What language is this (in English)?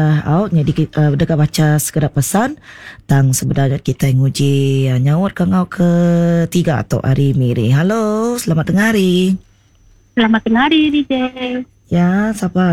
Iban